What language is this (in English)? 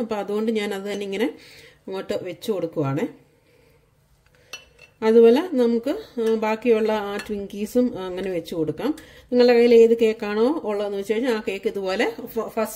Malayalam